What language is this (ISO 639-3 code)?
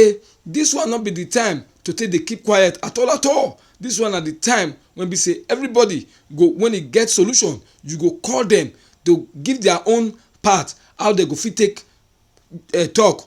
pcm